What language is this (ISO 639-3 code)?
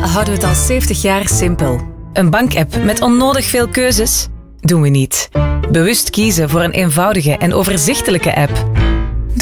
nld